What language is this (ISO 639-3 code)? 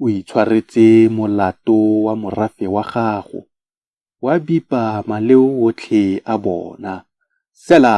tsn